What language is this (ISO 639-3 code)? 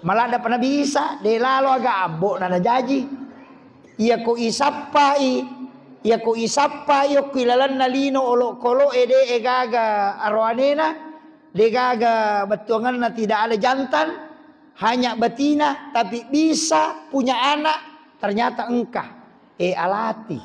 bug